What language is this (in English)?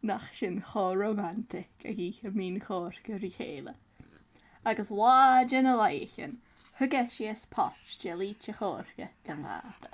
Scottish Gaelic